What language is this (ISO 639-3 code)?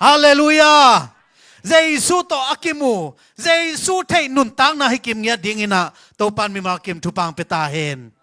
ctd